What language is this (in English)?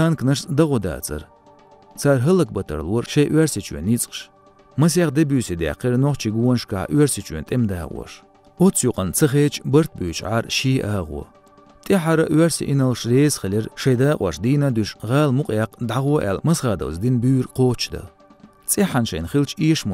Chechen